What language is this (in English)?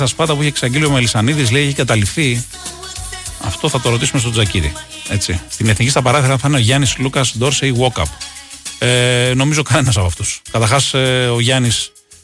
Greek